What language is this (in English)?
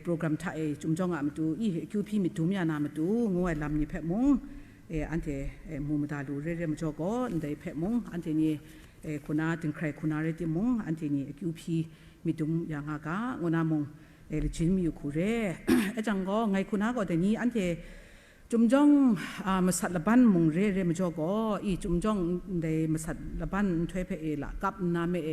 Kachin